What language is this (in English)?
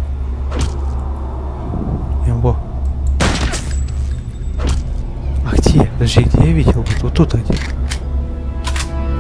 Russian